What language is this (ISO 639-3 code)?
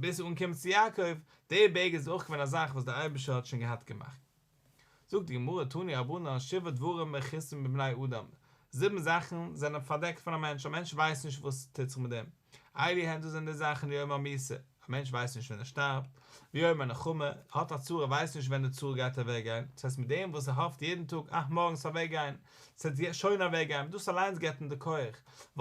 yid